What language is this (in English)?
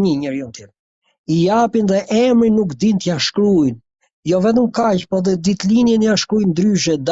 Albanian